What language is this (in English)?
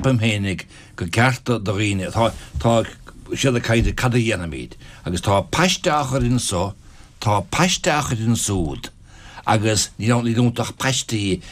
Irish